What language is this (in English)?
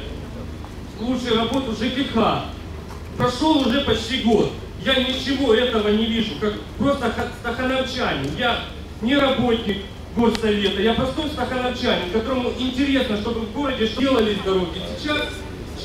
Russian